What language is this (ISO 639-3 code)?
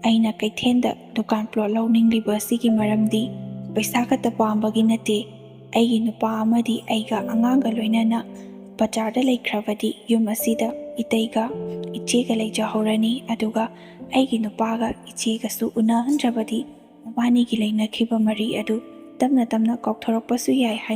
mni